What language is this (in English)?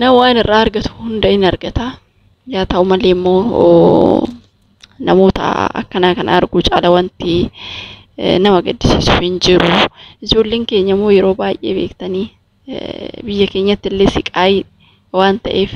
Oromo